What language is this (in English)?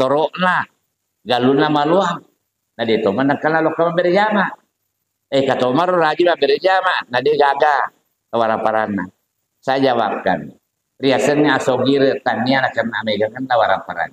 Buginese